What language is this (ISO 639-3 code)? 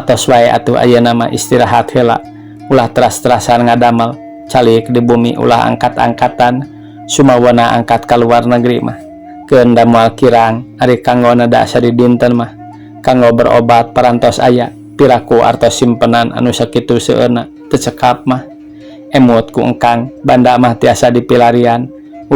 sun